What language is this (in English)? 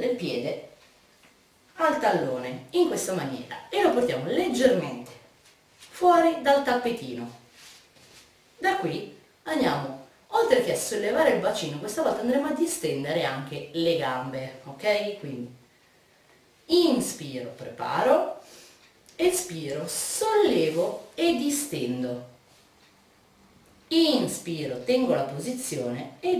Italian